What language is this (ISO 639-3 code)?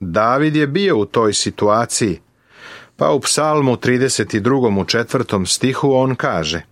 srp